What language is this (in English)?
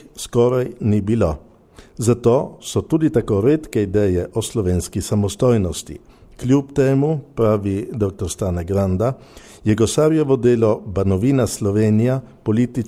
Slovenian